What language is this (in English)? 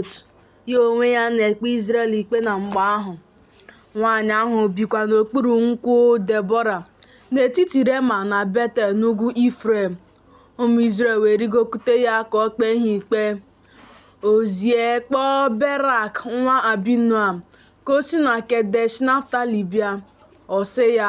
Igbo